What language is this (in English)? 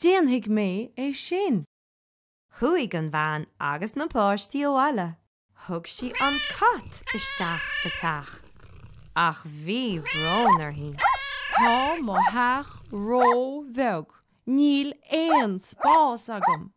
Irish